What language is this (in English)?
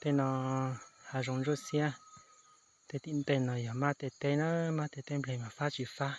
Hmong